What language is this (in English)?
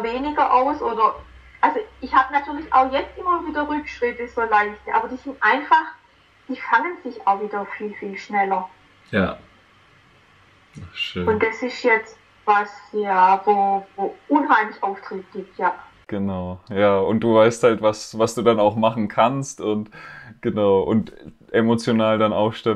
German